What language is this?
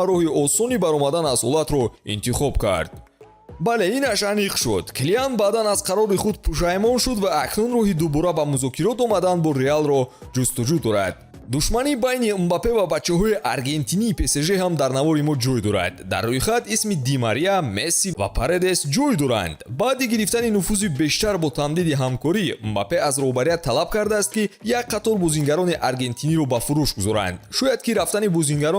Tajik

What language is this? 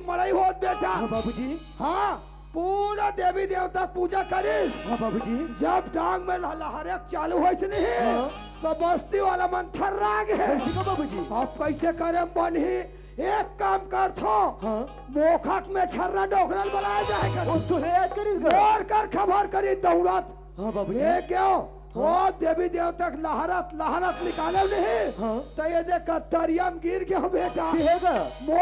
Chhattisgarhi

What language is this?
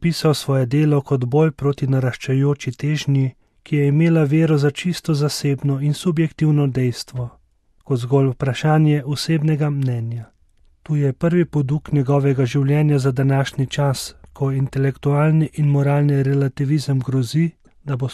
Slovenian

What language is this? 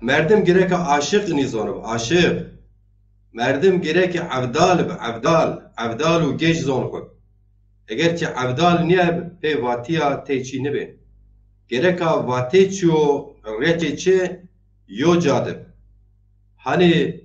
Zaza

